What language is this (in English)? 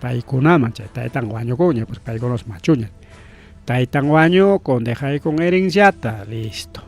Ayacucho Quechua